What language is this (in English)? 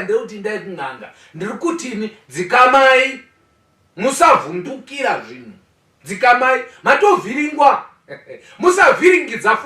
Shona